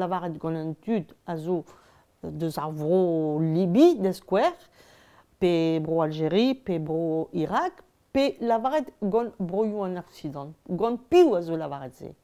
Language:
Breton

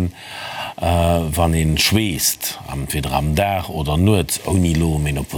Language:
Luxembourgish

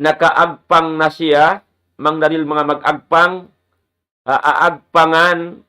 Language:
Tausug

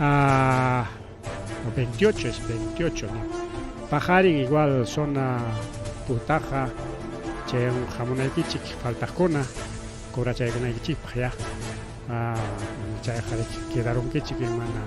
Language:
Ayacucho Quechua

